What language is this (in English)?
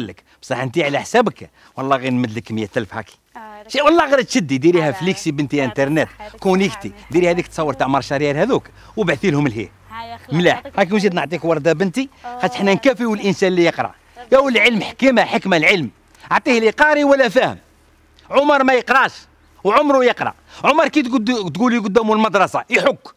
Algerian Arabic